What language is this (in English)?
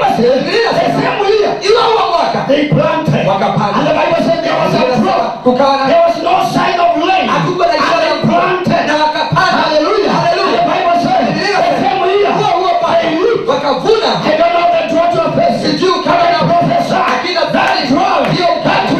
Swahili